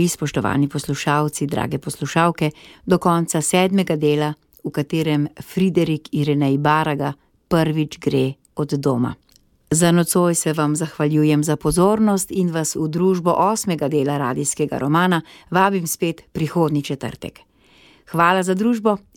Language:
Slovenian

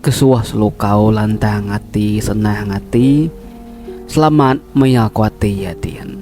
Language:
Iban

